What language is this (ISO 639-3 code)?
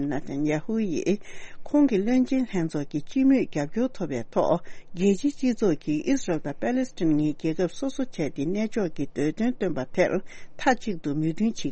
bod